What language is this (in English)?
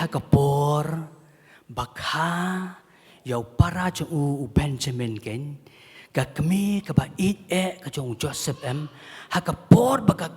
Khasi